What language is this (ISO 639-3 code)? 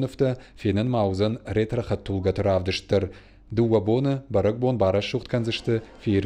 oss